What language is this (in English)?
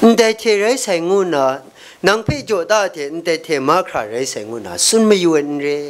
Kachin